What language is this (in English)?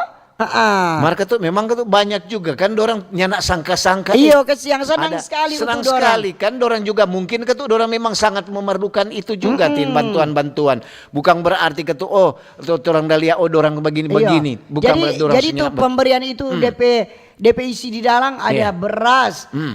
Manado Malay